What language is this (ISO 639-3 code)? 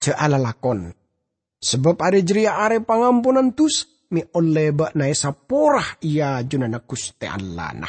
mad